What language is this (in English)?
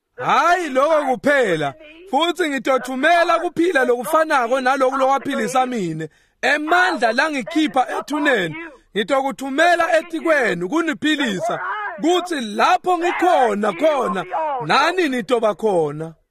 Swati